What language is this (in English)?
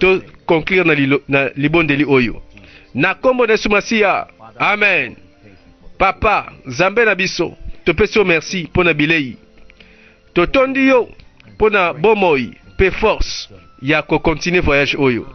Lingala